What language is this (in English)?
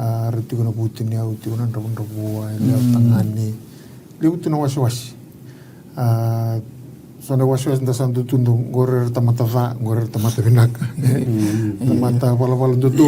Fijian